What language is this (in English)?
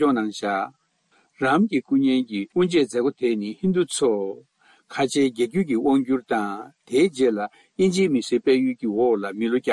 Tibetan